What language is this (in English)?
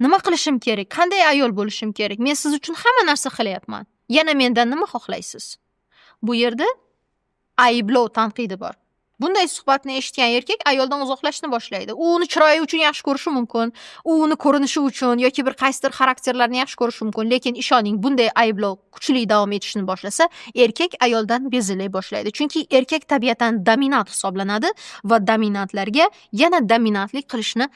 Uzbek